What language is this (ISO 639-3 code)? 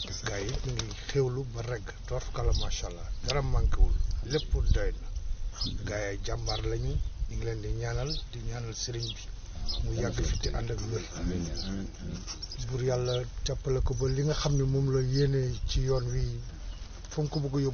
wol